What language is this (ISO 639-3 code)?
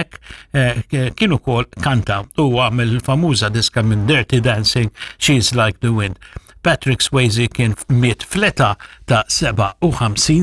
mlt